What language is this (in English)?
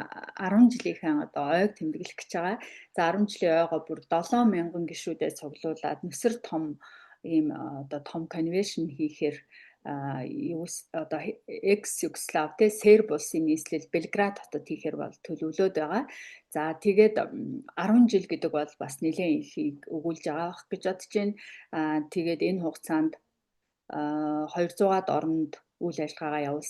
Mongolian